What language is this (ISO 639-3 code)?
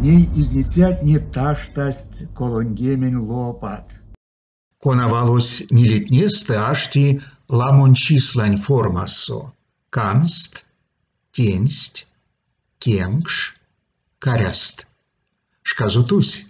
myv